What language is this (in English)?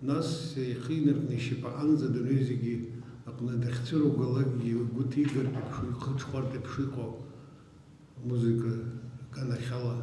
Abkhazian